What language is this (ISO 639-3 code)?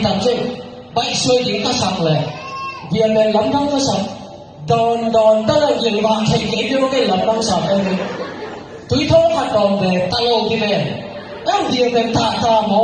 ctd